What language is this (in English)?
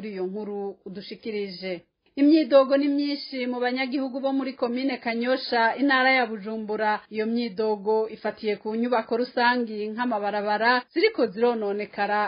Rundi